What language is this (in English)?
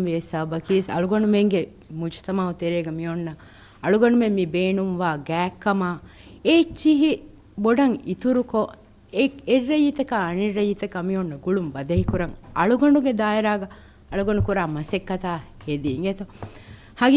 Divehi